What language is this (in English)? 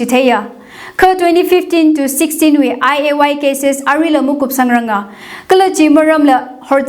Tangkhul Naga (India)